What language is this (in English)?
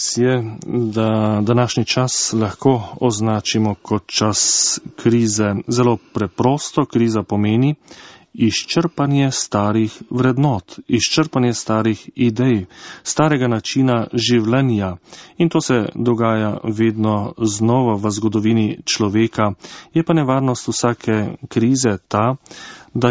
Slovenian